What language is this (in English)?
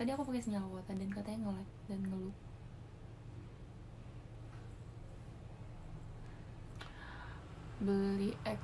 Indonesian